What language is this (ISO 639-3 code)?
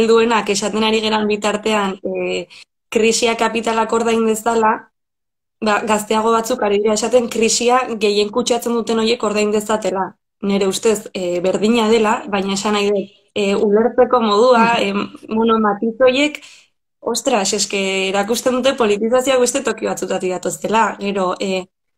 eus